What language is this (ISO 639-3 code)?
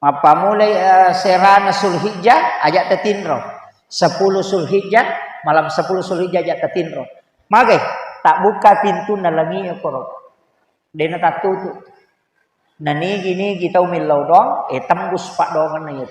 bug